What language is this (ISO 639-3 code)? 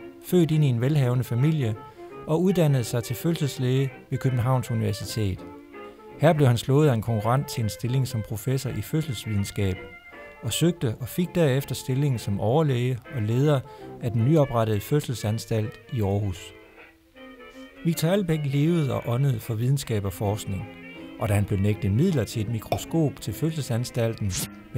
dan